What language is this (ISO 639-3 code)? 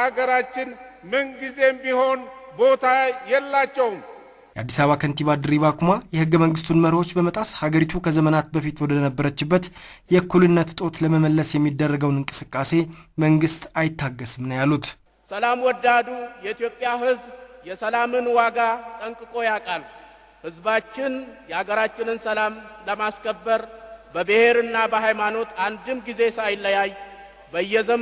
amh